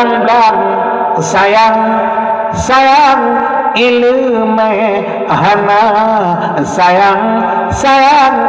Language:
Achinese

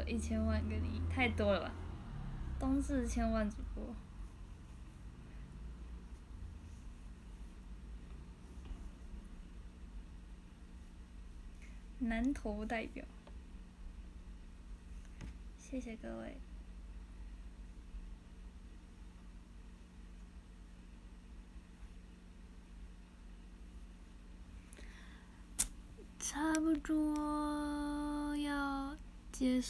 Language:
Chinese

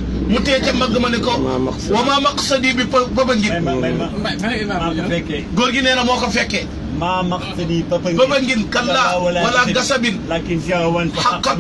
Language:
Wolof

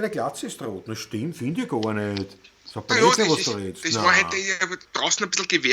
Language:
Bavarian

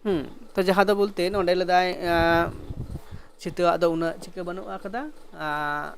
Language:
Santali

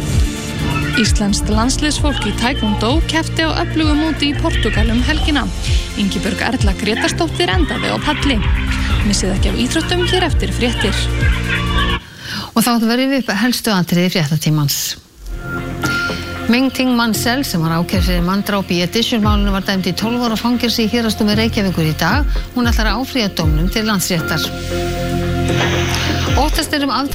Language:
Icelandic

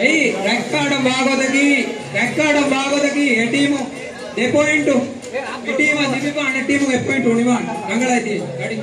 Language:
Divehi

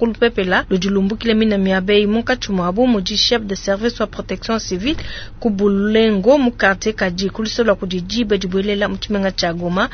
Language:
Luba-Lulua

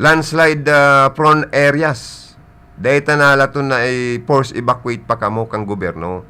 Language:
Bikol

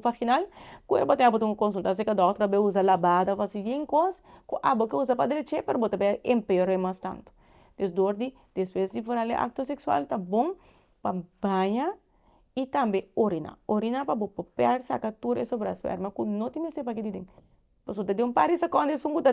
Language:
Papiamento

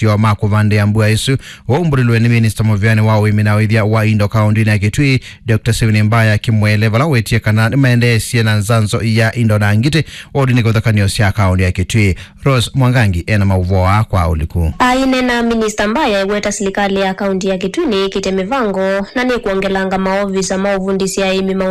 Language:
Kamba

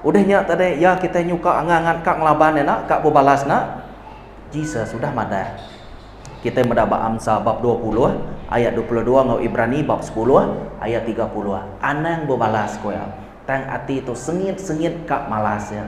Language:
Iban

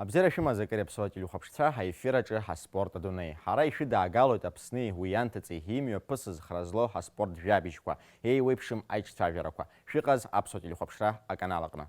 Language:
Abkhazian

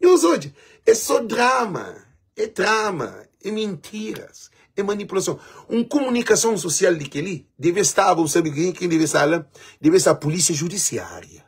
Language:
Kabuverdianu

